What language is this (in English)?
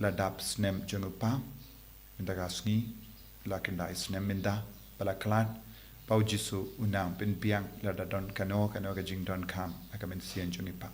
Khasi